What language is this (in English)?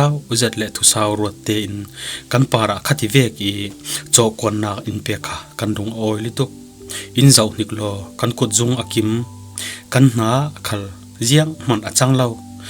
Falam Chin